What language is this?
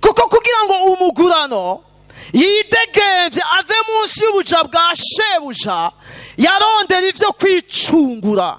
Rundi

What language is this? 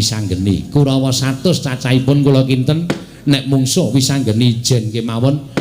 Javanese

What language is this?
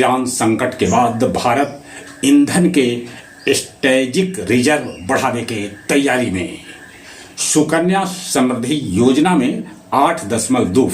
Magahi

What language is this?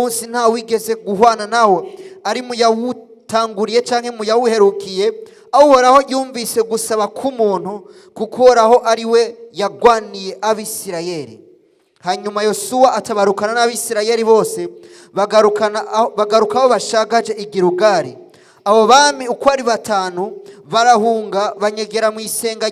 Rundi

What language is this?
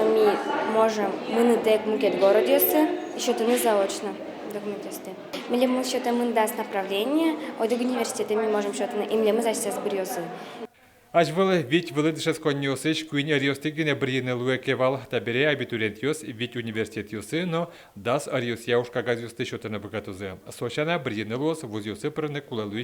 Udmurt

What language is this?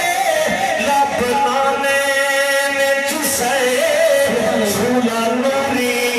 Saraiki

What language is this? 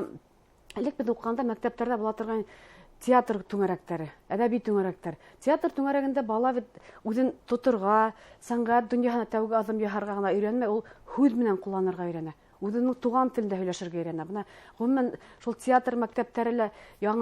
Bashkir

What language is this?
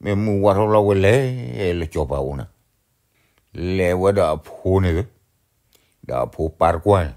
S'gaw Karen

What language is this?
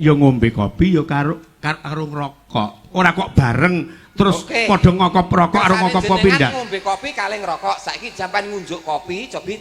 Javanese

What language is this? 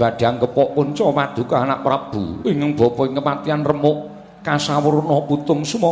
Javanese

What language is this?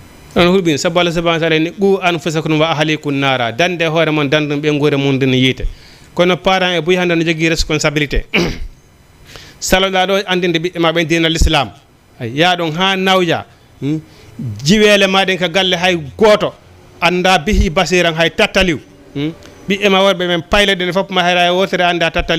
Fula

